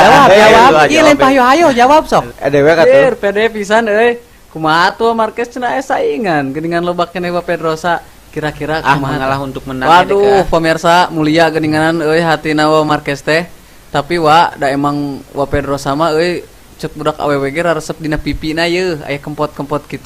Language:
Sundanese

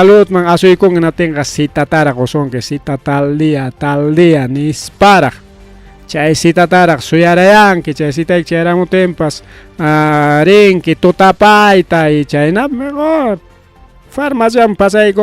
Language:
Ayacucho Quechua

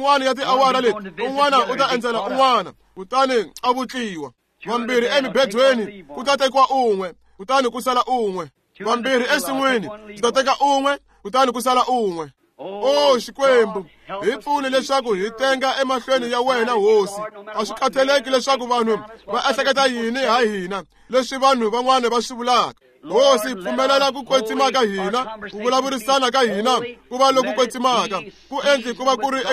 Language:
Tsonga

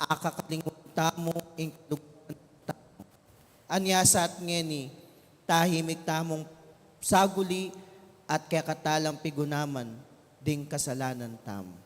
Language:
Pampanga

